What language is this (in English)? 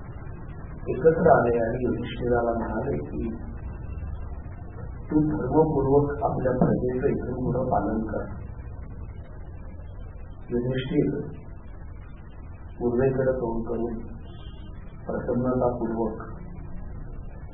Marathi